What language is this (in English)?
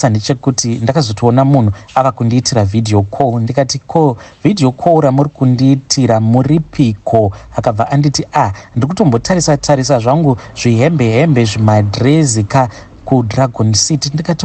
Shona